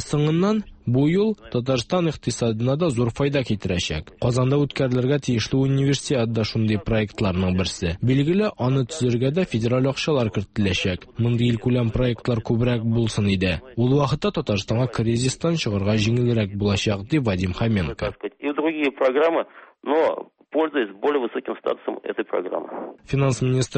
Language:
Tatar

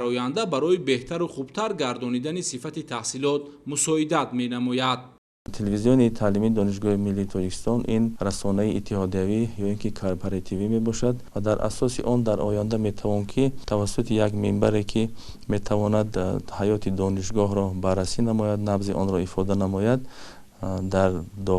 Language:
Tajik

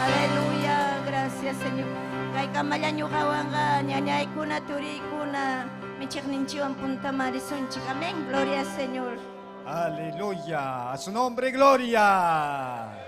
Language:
Ayacucho Quechua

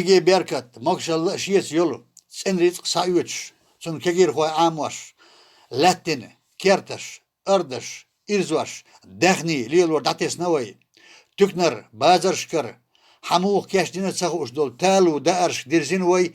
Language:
Chechen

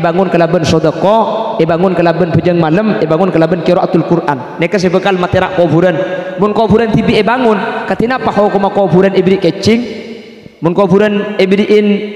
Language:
Madurese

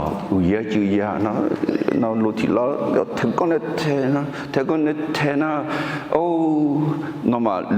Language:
Akha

